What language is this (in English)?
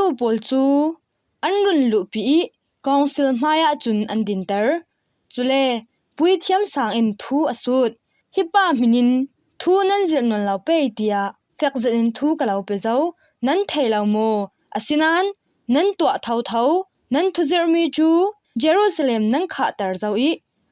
Falam Chin